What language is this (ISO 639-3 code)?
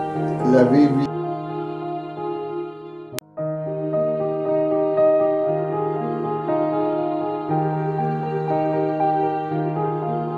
ita